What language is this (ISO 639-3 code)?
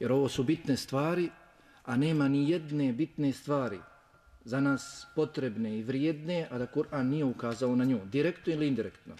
bos